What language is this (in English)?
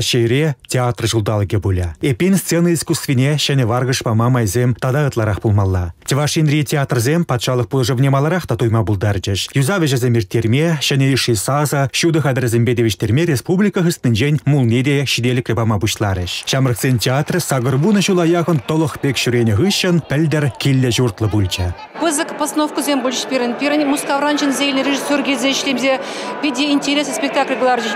Chuvash